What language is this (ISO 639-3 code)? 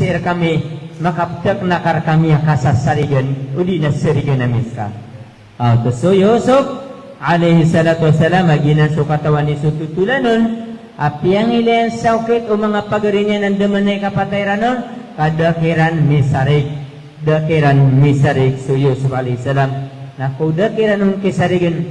mrw